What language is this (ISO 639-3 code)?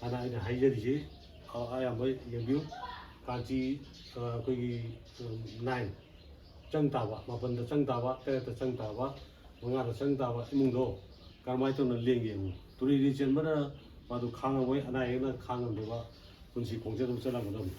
mni